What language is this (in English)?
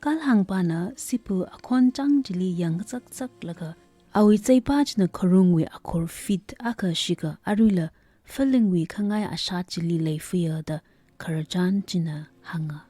Tangkhul Naga (India)